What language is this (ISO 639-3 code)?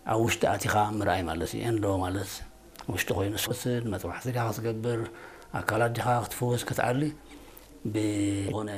tir